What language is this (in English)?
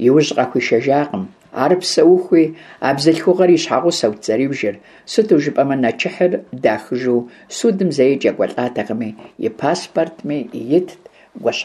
Kabardian